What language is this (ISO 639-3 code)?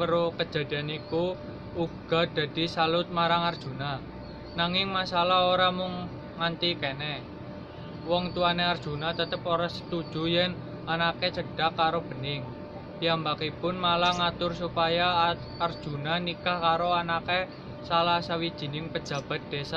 jav